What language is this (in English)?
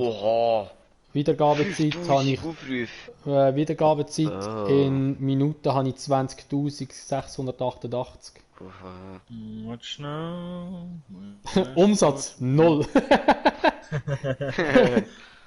Swiss German